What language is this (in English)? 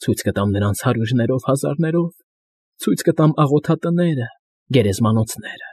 Armenian